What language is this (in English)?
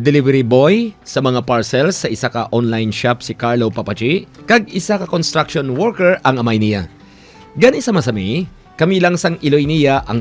Hiligaynon